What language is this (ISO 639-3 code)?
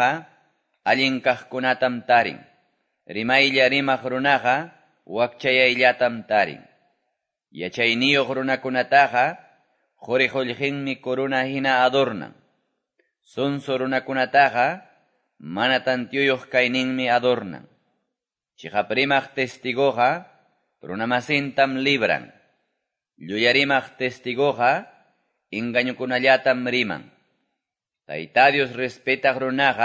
que